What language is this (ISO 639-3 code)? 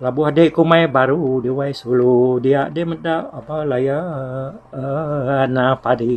iba